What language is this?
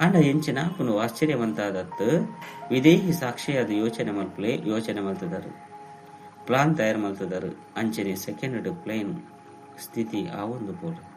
Tulu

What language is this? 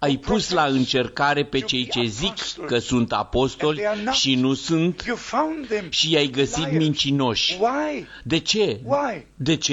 Romanian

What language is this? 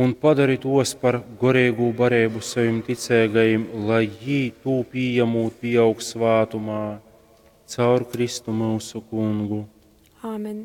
Latgalian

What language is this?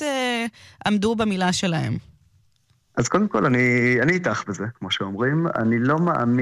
Hebrew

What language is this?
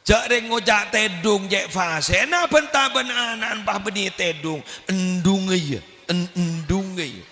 Madurese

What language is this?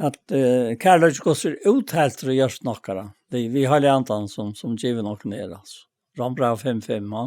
Faroese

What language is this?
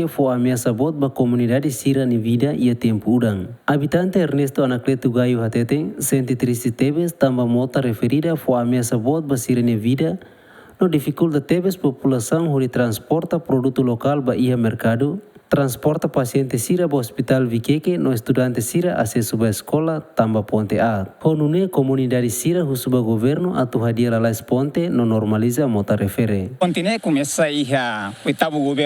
Tetum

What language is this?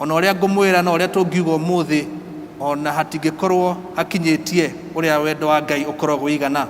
Kikuyu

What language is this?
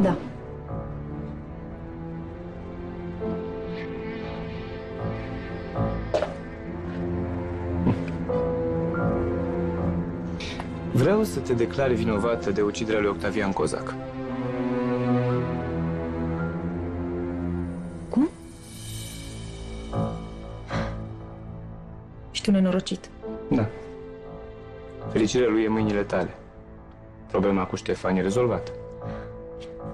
Romanian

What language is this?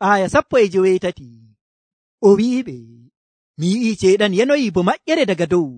Nigerian Fulfulde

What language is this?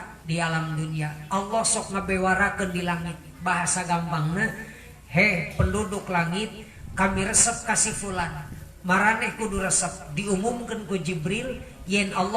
Sundanese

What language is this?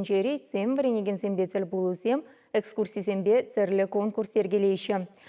Chuvash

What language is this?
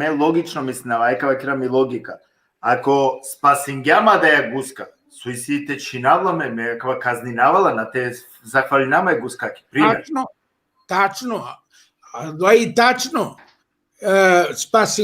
Balkan Romani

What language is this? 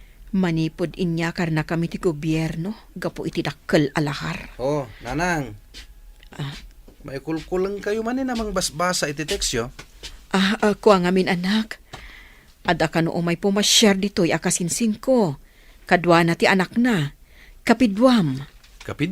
Iloko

